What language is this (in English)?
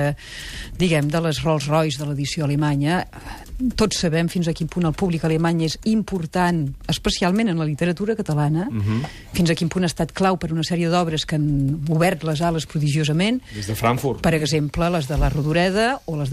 Catalan